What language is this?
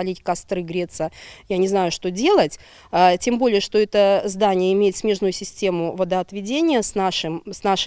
Crimean Tatar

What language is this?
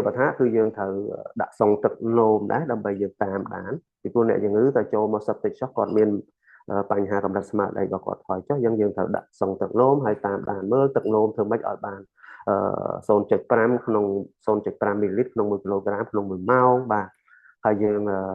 Khmer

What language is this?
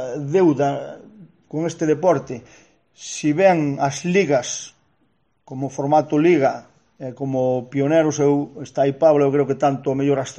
Galician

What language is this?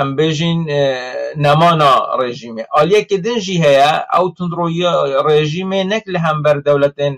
Kurdish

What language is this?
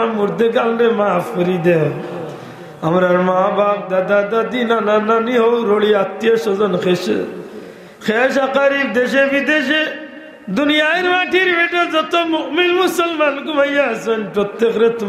Sylheti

